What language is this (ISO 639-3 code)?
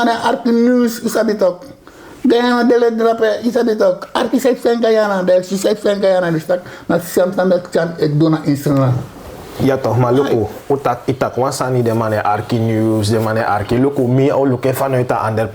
srn